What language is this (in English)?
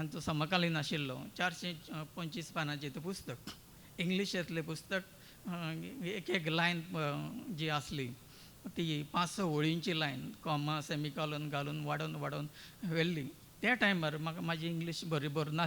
Konkani